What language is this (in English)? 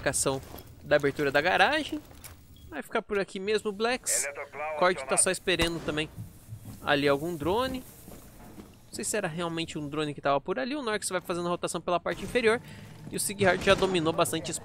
Portuguese